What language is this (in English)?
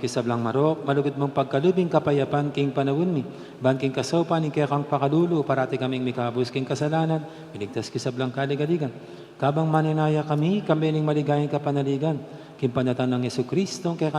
Pampanga